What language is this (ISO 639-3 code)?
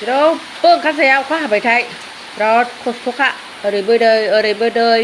brx